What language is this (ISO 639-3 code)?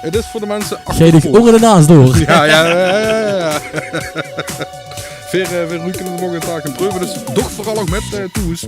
lim